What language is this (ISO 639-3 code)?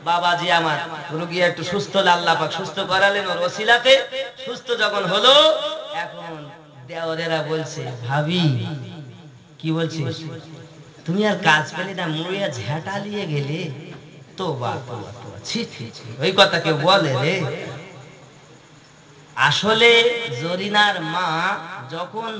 ben